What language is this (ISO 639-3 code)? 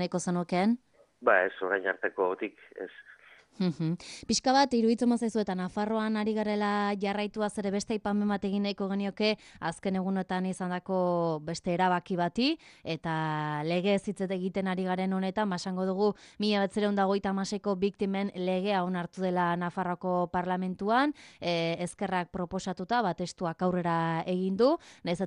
eus